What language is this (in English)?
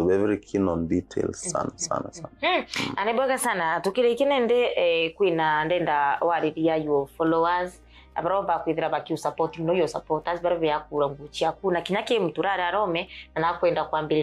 Meru